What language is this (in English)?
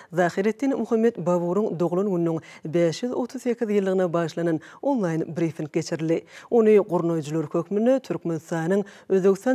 Turkmen